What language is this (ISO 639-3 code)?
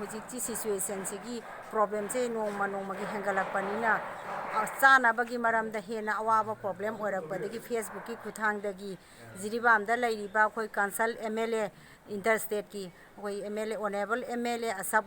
mni